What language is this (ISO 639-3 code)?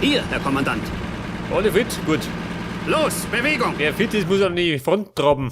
bar